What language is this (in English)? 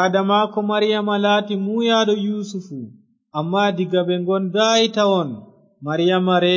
Fula